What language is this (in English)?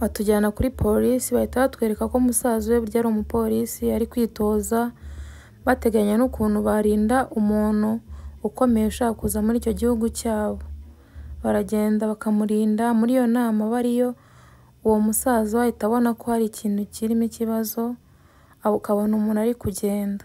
Kinyarwanda